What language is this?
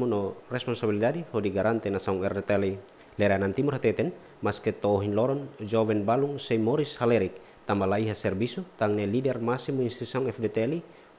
Tetum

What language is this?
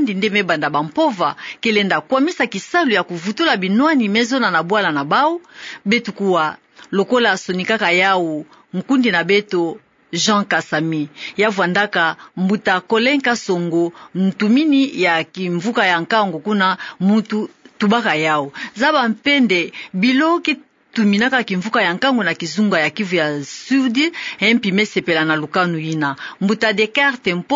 Kituba (Democratic Republic of Congo)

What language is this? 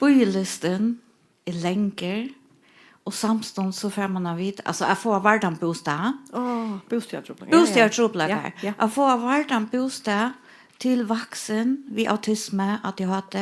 Faroese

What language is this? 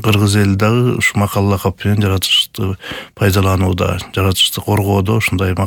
Kyrgyz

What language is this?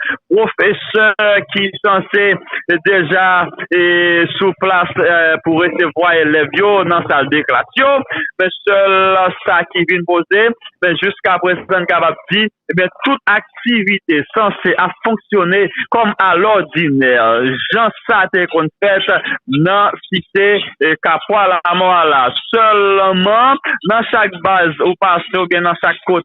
Haitian Creole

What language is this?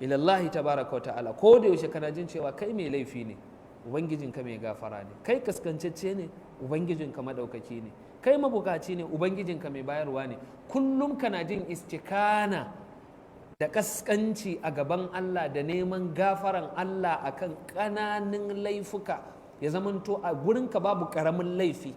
Hausa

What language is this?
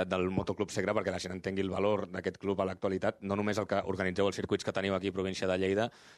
Catalan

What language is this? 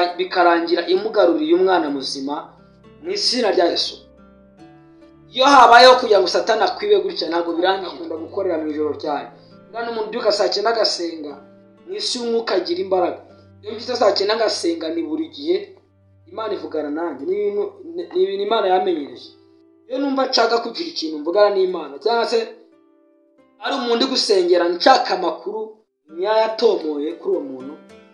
Kinyarwanda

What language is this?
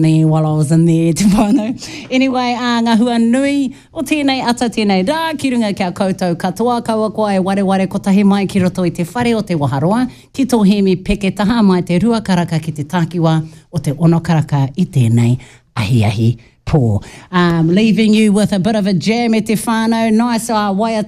Māori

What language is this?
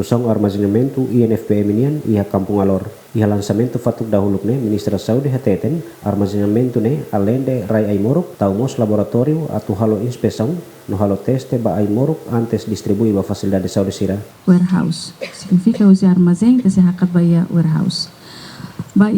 Tetum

